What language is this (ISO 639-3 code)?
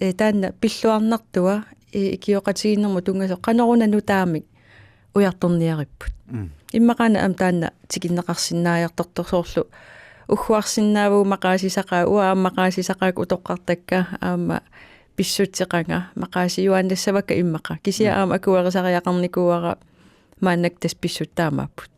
kal